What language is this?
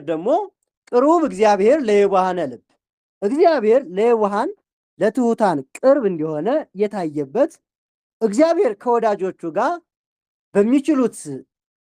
Amharic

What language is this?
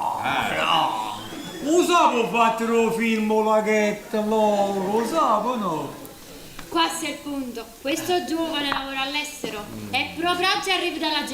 Neapolitan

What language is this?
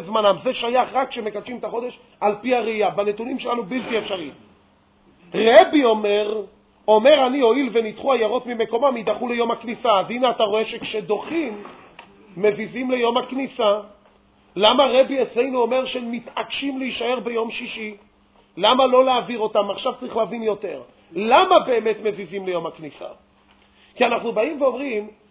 Hebrew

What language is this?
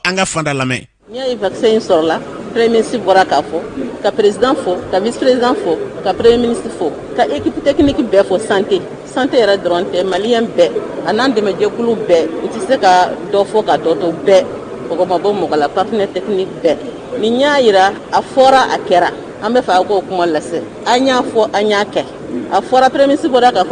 Bambara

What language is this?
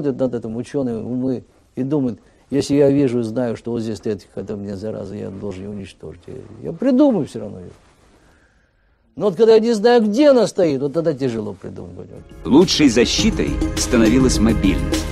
Russian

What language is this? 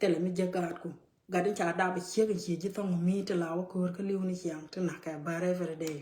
Nuer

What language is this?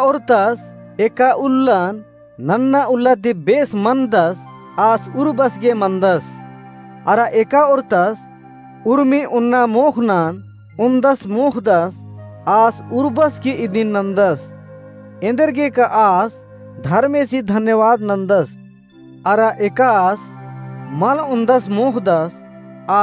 Kurukh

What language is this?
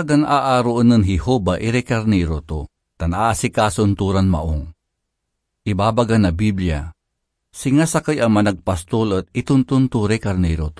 Pangasinan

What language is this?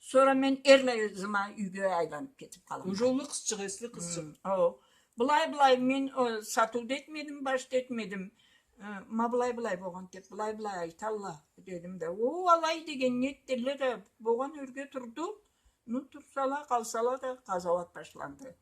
Karachay-Balkar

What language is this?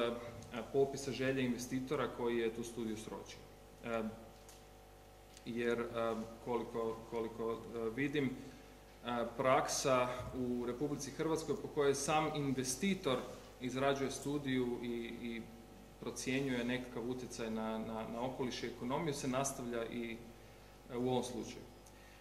Croatian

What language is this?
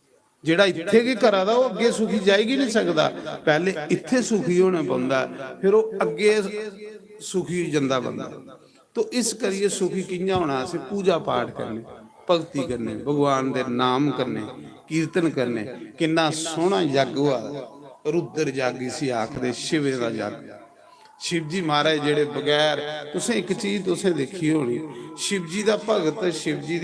Dogri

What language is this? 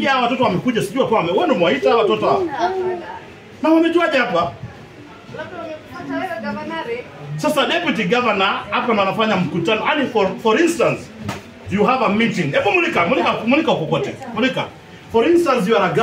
Swahili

